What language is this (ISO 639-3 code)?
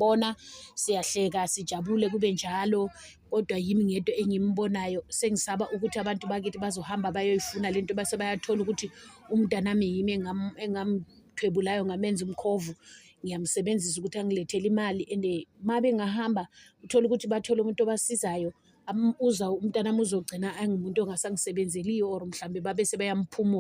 zul